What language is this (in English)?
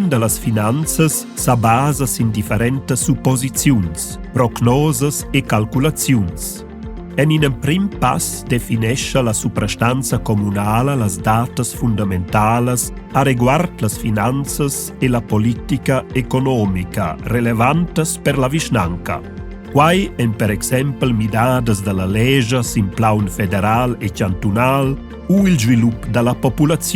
Romansh